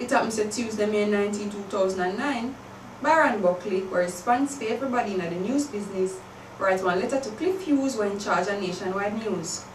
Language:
Jamaican Creole English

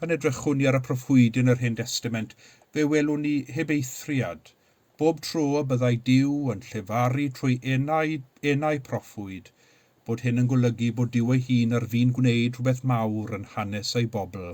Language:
Welsh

